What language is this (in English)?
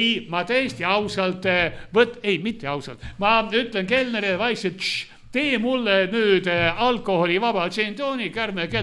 Estonian